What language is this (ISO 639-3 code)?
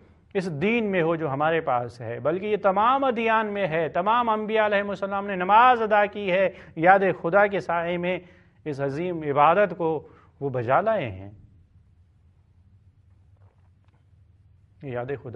urd